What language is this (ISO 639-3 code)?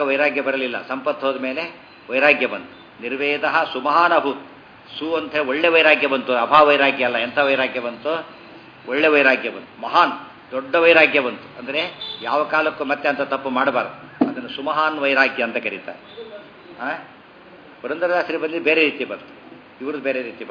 kan